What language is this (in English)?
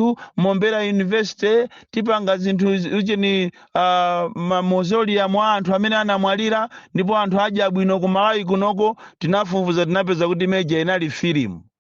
Nyanja